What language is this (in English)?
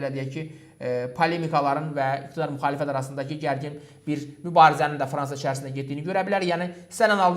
Azerbaijani